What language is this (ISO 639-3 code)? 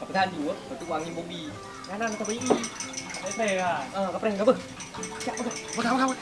ace